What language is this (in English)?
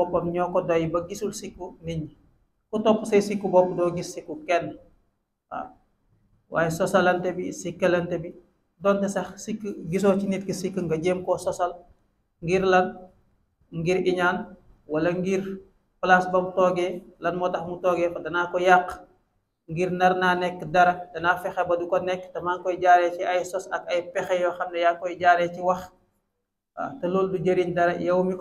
Wolof